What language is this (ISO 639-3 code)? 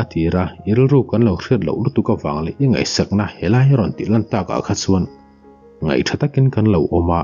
lus